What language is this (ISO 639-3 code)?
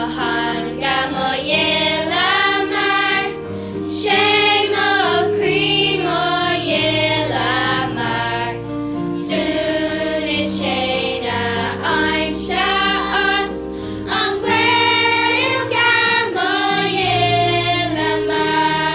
gle